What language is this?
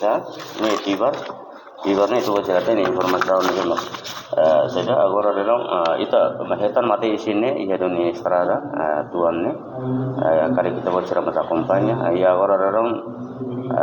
Tetum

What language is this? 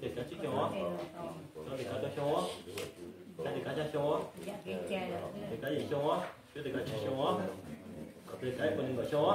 Hmong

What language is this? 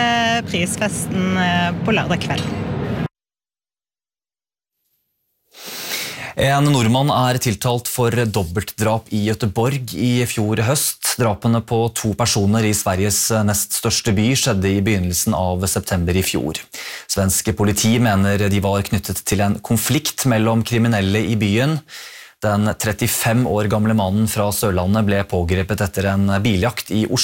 Norwegian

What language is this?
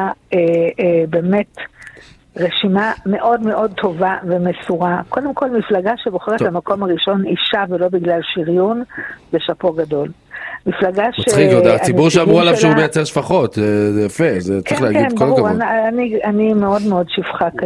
Hebrew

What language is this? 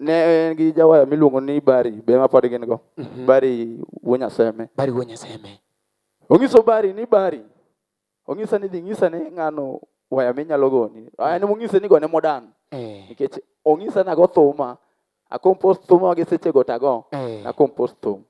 Luo (Kenya and Tanzania)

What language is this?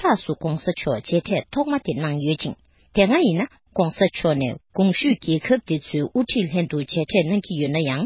Tibetan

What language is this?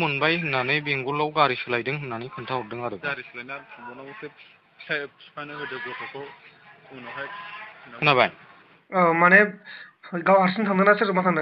Bodo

